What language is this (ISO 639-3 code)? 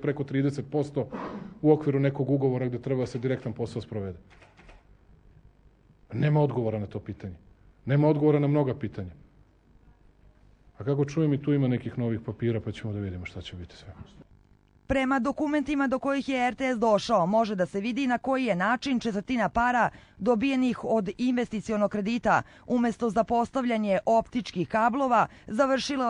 srp